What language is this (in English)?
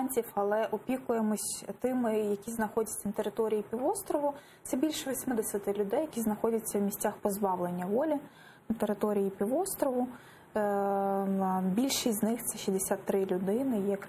Ukrainian